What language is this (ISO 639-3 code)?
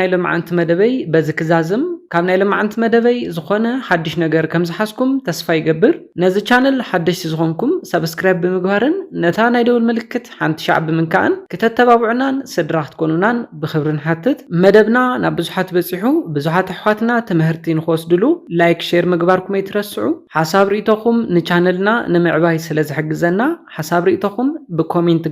tir